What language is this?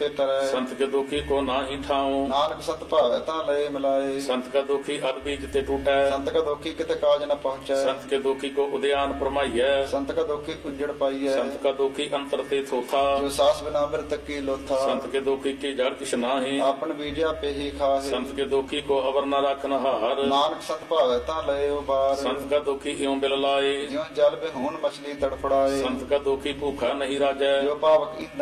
Punjabi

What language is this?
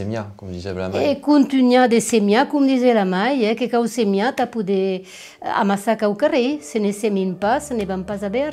Occitan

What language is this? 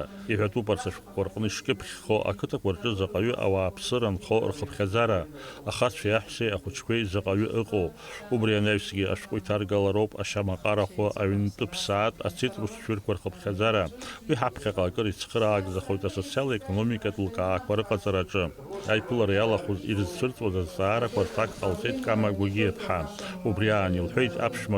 Abkhazian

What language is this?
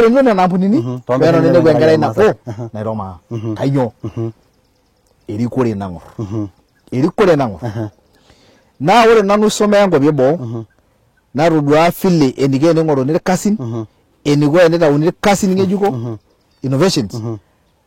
Masai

